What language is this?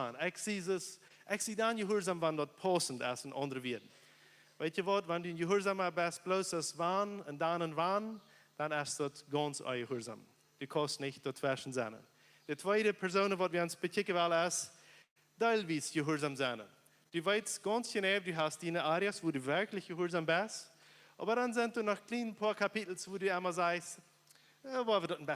Plautdietsch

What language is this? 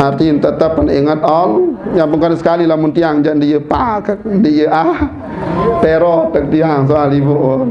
Sasak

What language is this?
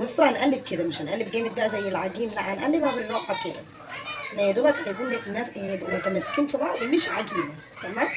Egyptian Arabic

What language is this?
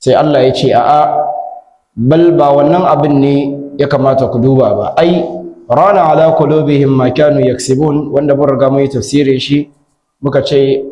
Hausa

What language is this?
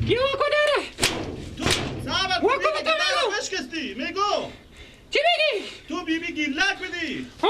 Persian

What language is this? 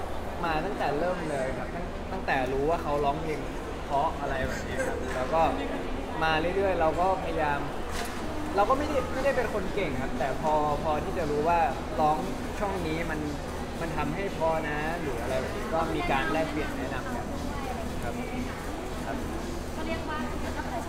Thai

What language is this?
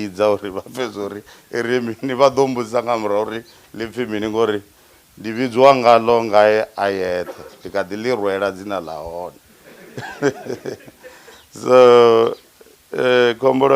Venda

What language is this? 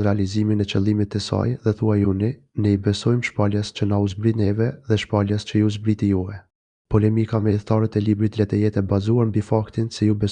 Albanian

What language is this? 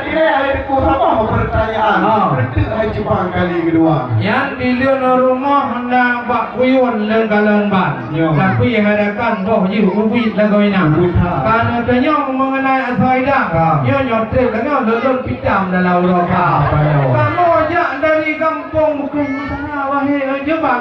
Achinese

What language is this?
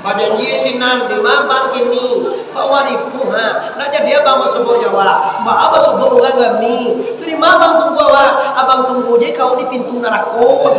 Minangkabau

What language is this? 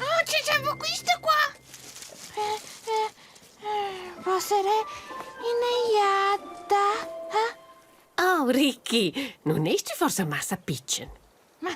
Romansh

